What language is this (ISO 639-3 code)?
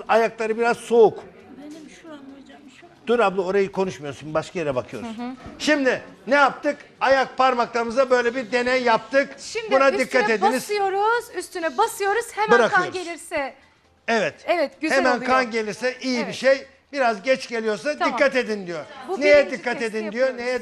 tur